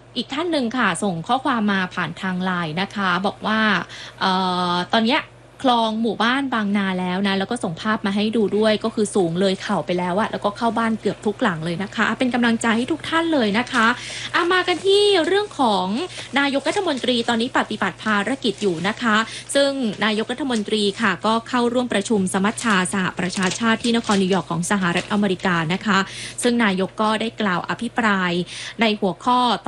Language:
Thai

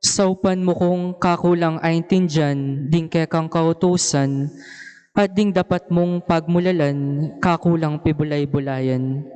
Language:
Pampanga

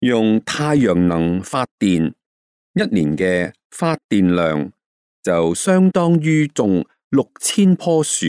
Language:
Cantonese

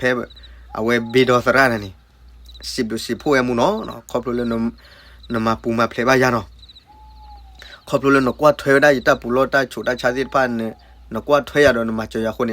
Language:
S'gaw Karen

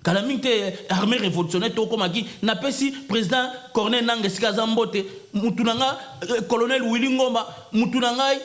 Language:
Lingala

